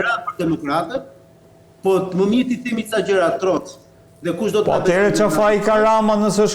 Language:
Albanian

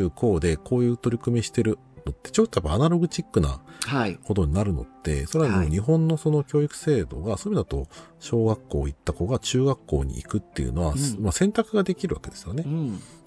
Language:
Japanese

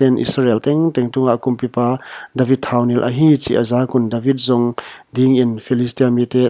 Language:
Paite Chin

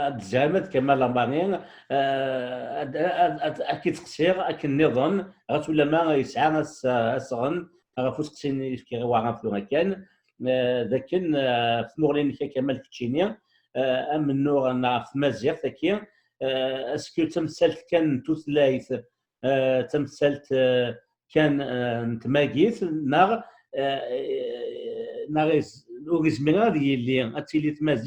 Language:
Kabyle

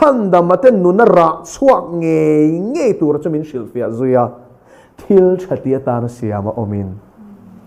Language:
Mizo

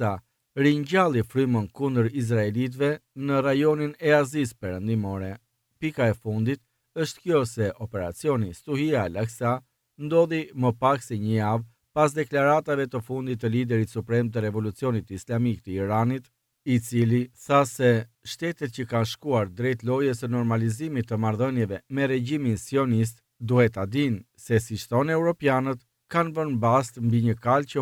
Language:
Albanian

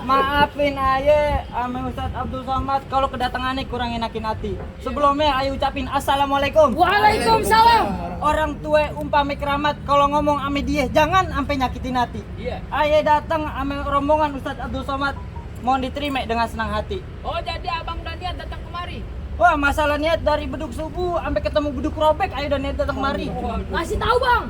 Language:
Betawi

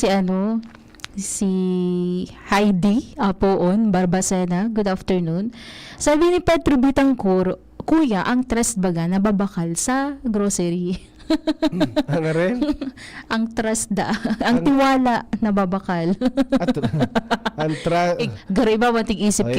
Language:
Bikol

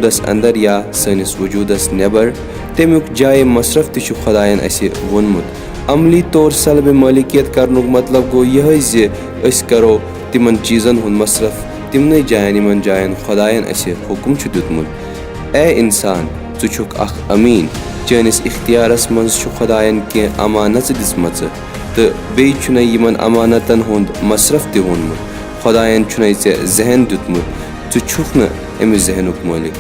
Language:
Kashmiri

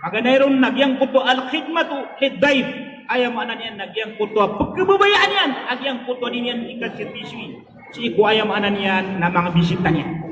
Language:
Maranao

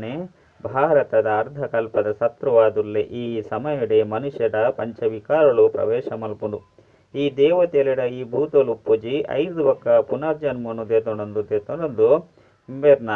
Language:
Tulu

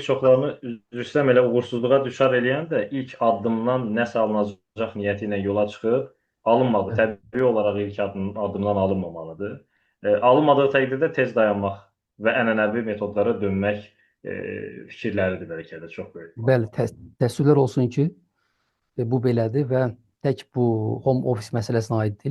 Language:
Azerbaijani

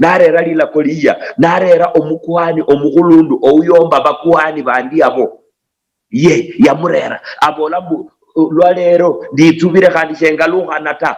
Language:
Luyia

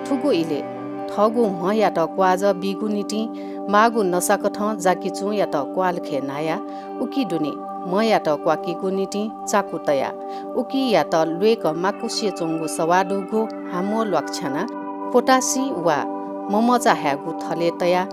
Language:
Newari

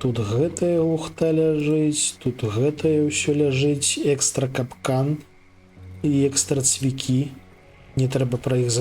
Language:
Belarusian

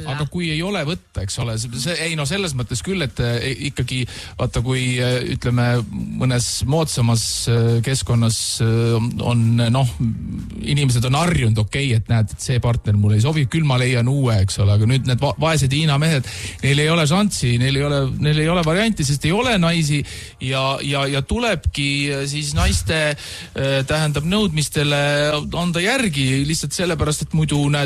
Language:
Estonian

